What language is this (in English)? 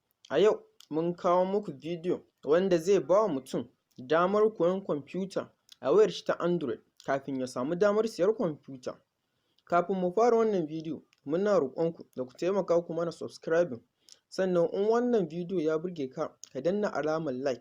Hausa